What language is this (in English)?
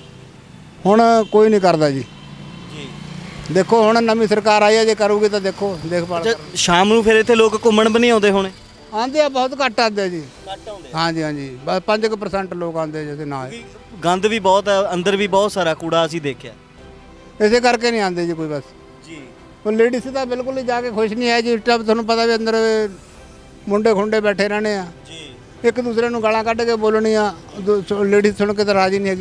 Punjabi